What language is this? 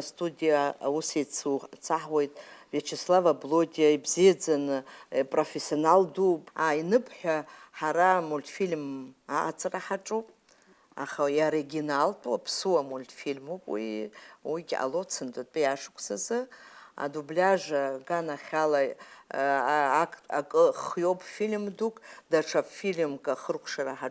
Abkhazian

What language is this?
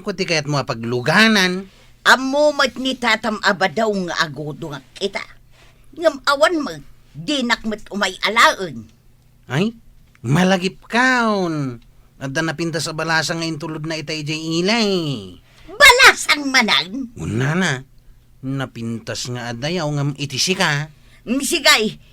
Iloko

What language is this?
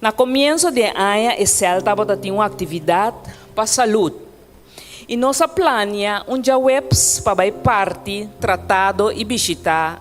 Papiamento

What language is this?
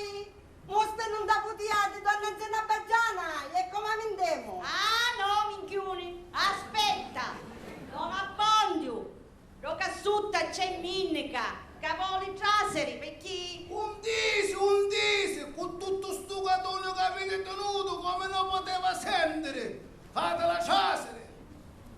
Sicilian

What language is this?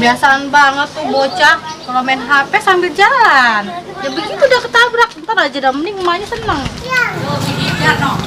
Betawi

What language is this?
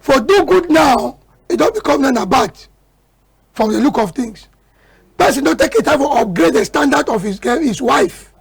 Cameroon Pidgin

